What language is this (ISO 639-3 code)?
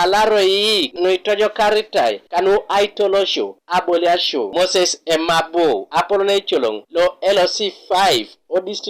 teo